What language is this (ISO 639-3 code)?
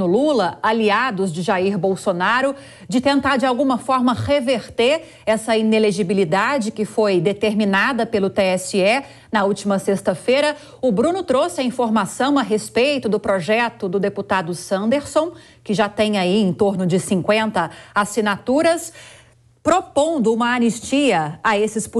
por